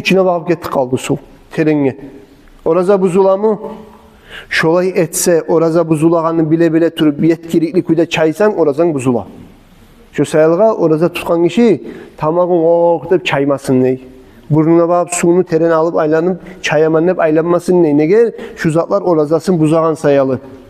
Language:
Kumyk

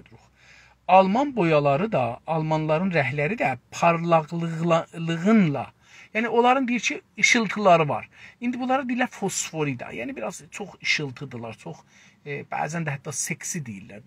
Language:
South Azerbaijani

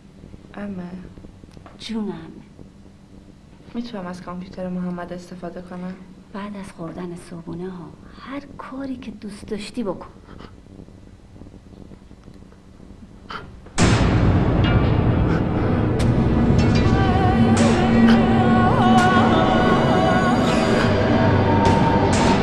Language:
Persian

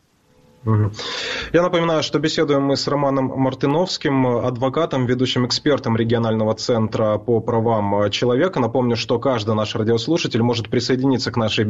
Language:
Russian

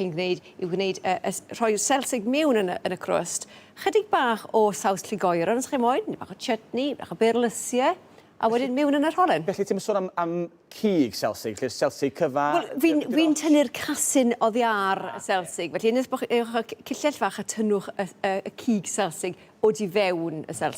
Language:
Welsh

